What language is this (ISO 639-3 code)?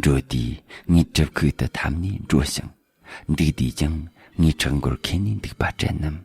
bod